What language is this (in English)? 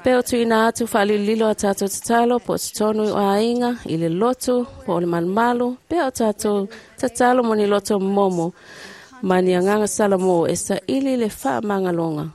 Samoan